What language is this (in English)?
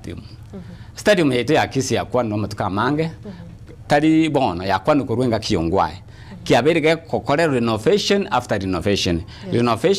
Gusii